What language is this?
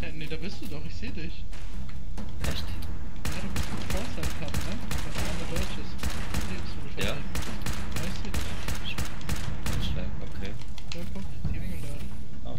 Swiss German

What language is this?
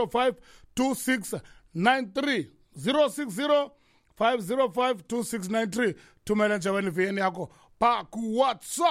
Xhosa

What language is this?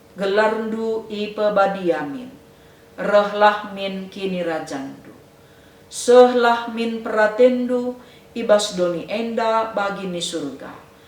Batak Karo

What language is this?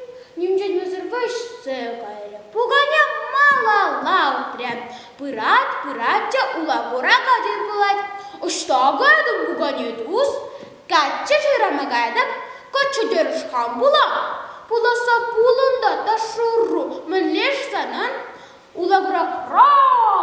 Chuvash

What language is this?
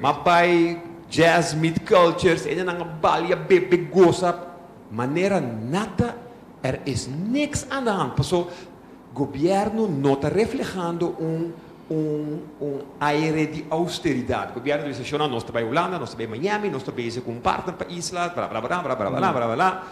Papiamento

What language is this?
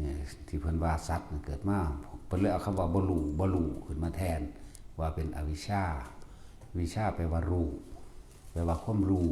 Northeastern Thai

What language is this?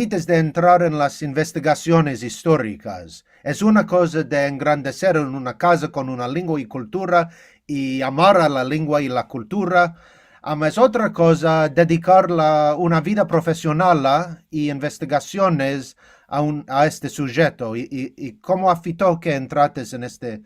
Ladino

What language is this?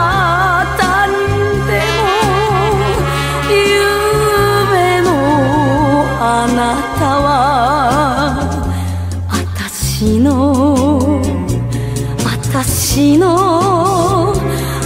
Japanese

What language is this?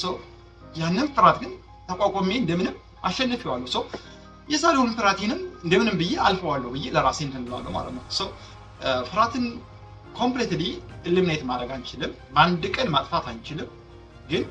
Amharic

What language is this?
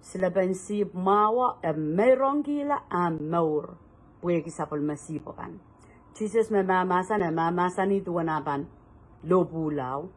Pohnpeian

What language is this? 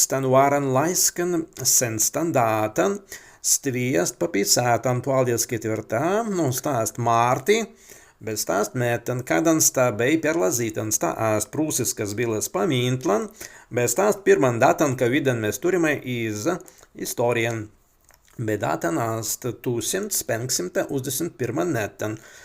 Prussian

